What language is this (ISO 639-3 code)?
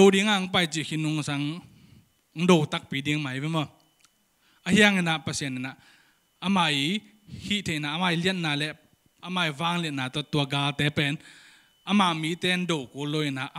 ctd